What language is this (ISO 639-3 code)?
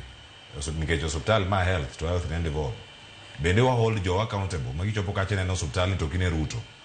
luo